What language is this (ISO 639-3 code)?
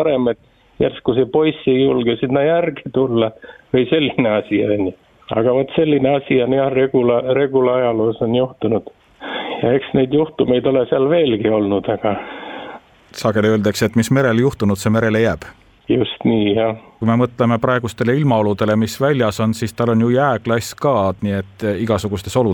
est